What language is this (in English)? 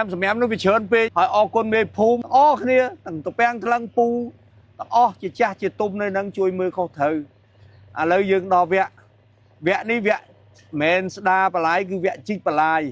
Khmer